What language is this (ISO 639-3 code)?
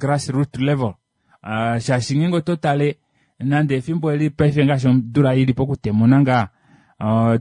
kua